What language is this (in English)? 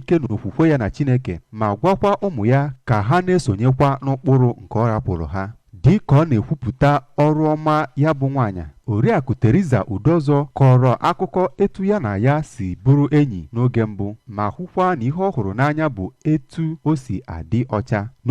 Igbo